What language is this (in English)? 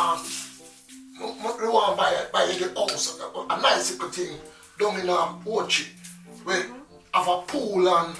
Jamaican Creole English